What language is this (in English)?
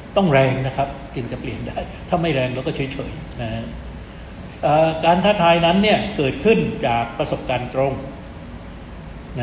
Thai